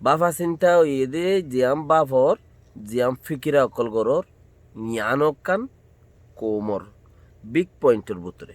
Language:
Rohingya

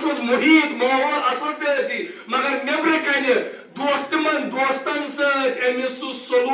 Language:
Kashmiri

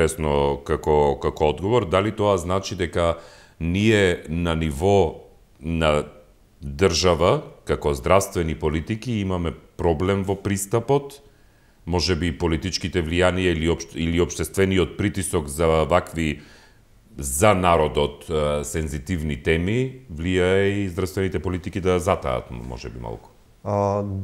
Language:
Macedonian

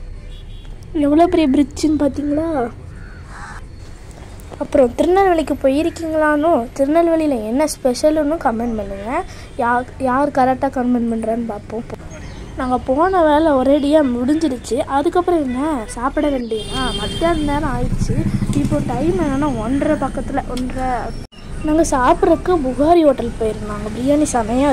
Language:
Tamil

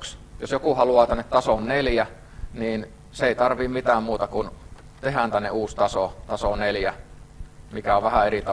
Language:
Finnish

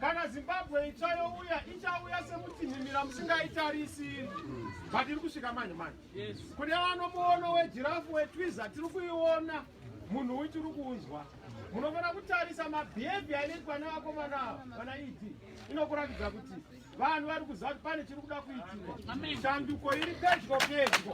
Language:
Shona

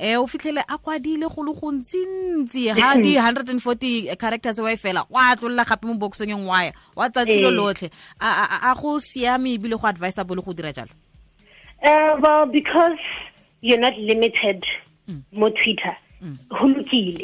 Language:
Tswana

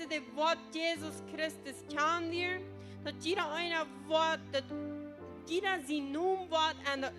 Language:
Plautdietsch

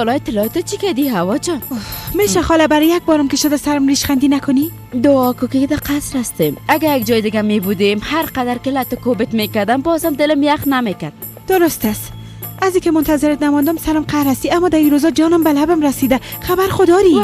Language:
Persian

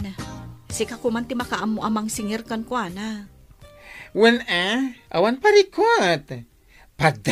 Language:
Iloko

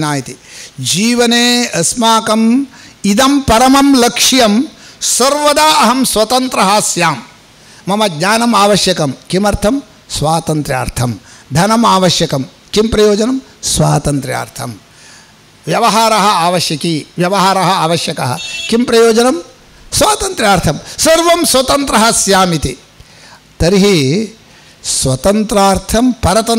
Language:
Sanskrit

